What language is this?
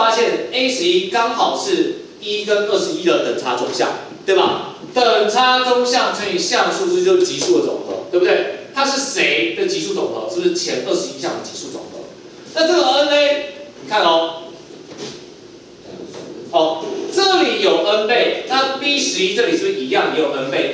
Chinese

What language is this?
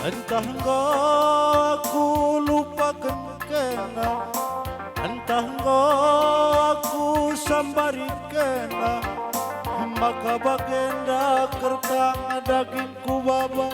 Batak Karo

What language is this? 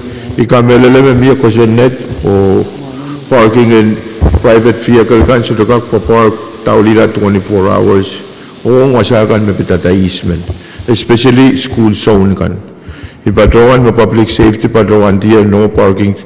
Pohnpeian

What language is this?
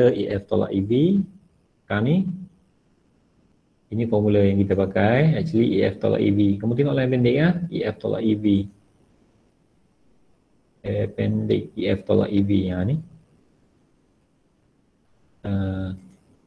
Malay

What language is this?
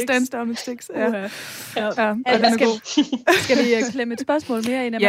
Danish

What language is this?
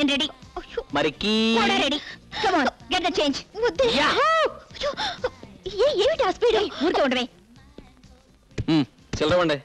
Telugu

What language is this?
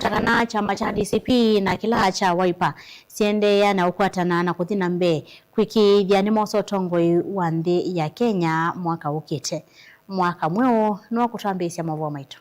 Kamba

